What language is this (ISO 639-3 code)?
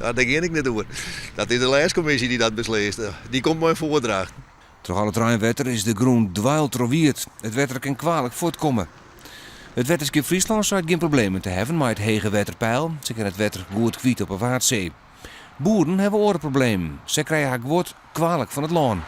fry